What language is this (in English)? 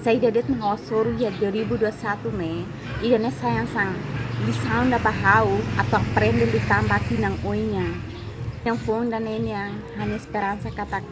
Tetum